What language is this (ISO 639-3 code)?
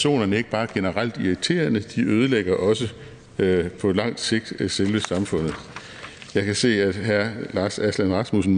dan